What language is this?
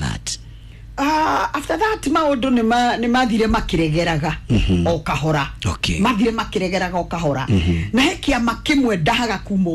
Kikuyu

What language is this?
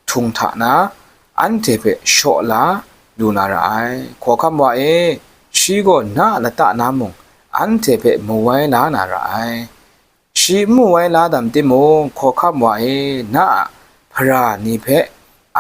Kachin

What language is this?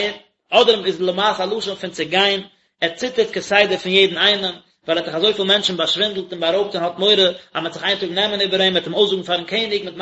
Yiddish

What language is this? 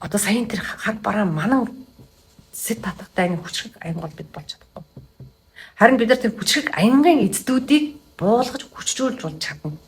Mongolian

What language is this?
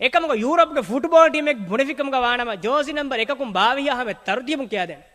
Divehi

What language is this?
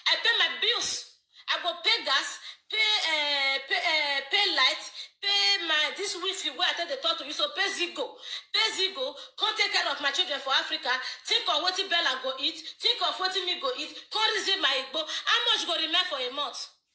Nigerian Pidgin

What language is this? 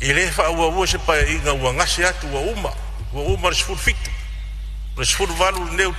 Samoan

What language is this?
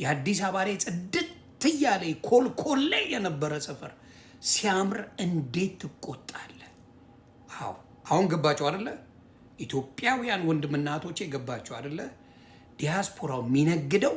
Amharic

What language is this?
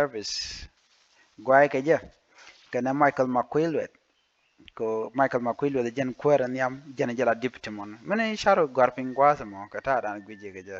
Nuer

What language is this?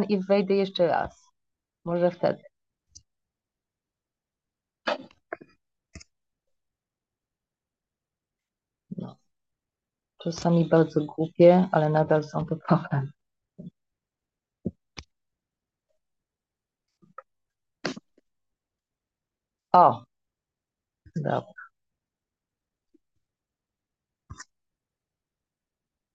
Polish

